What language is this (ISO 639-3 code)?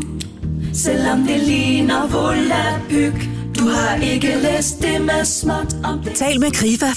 dan